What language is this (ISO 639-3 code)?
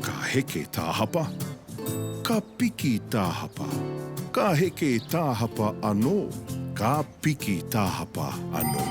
mri